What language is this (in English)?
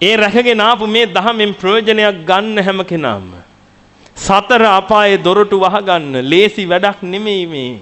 Sinhala